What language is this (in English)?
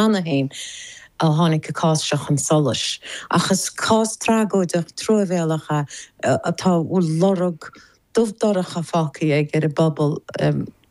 Irish